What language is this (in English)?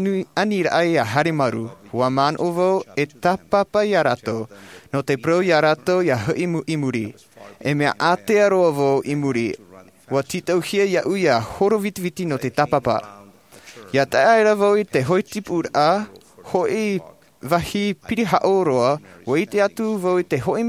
Tahitian